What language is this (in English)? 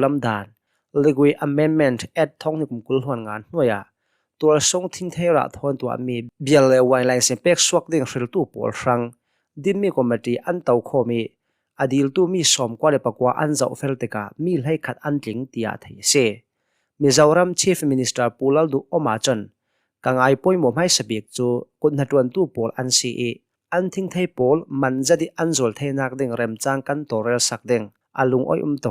Hakha Chin